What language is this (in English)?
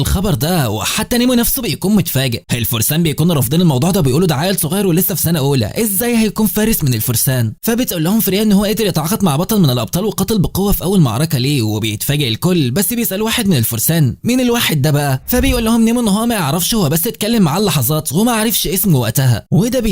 Egyptian Arabic